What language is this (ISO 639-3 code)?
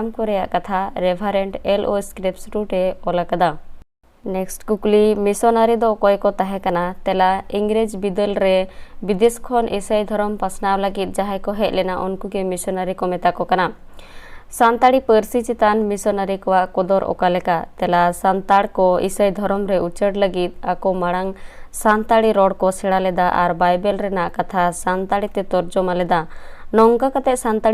sat